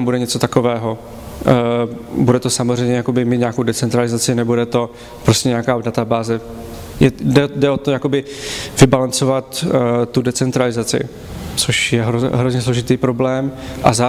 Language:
Czech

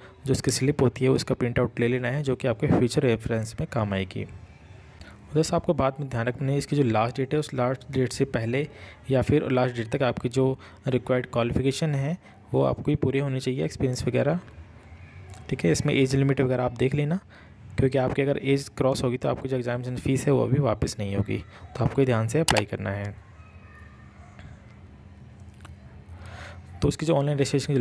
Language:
Hindi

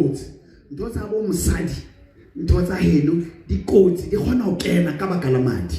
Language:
Southern Sotho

